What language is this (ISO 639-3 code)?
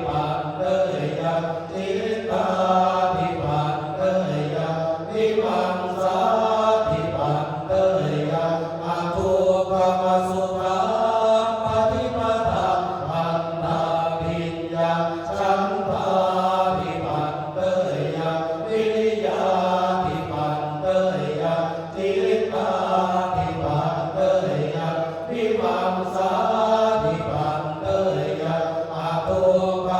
pli